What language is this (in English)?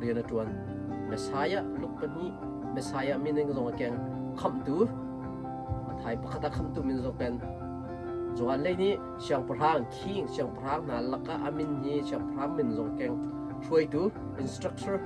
Hakha Chin